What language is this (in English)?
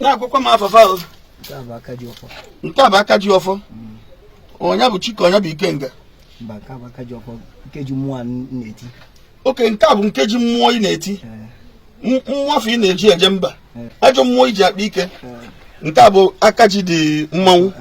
Igbo